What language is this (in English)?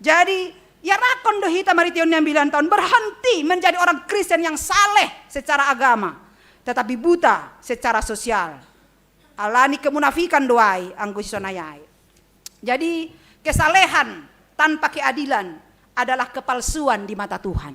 Batak Simalungun